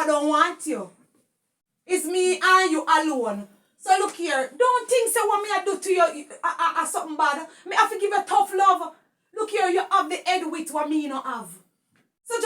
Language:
Jamaican Creole English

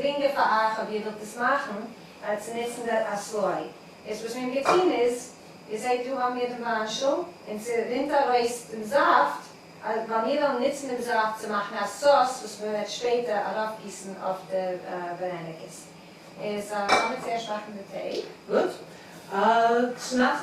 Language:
Yiddish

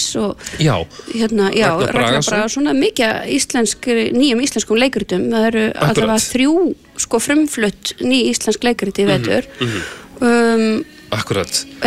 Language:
Icelandic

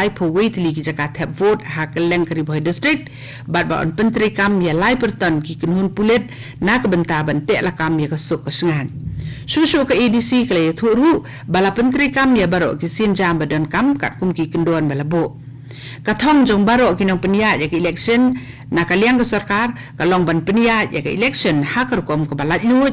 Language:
Khasi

